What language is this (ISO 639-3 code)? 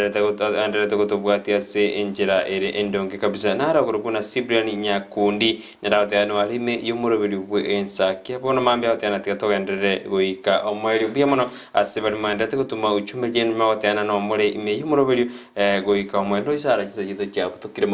guz